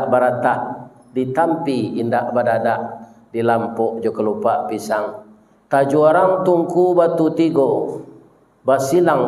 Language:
Minangkabau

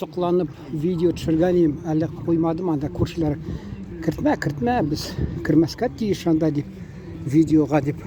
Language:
Tatar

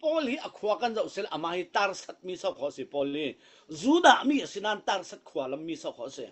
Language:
Falam Chin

